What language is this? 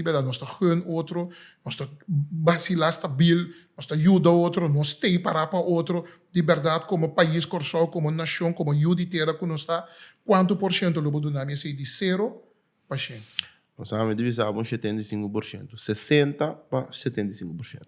Papiamento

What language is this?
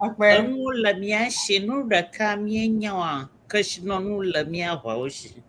Ewe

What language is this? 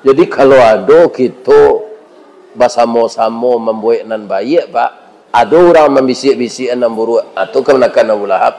Minangkabau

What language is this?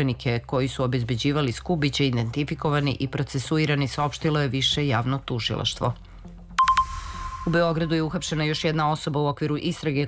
Serbian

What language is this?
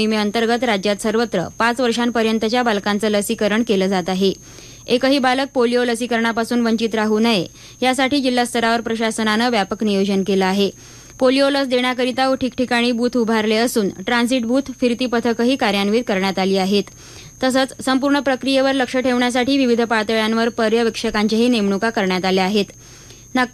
Marathi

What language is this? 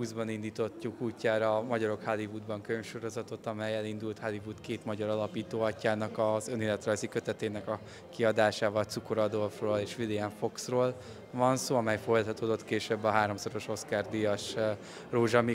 Hungarian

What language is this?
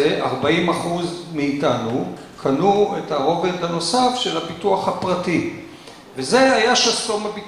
Hebrew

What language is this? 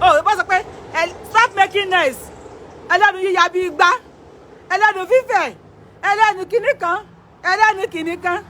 Yoruba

